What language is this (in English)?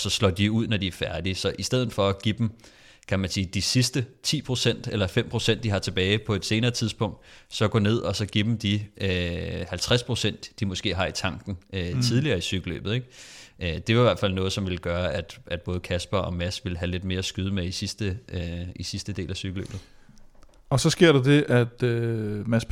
Danish